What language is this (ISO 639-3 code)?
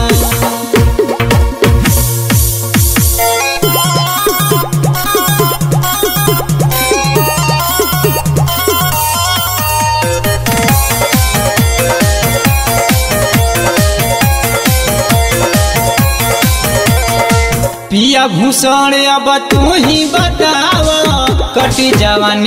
bho